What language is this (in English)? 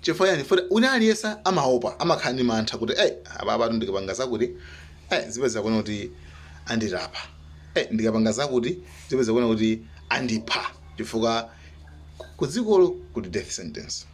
Nyanja